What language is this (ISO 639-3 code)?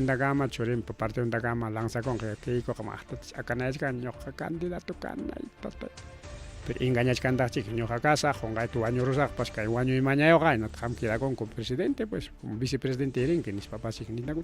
quy